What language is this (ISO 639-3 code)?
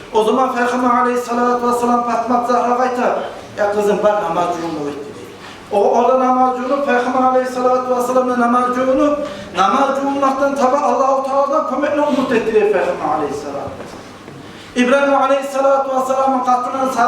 kum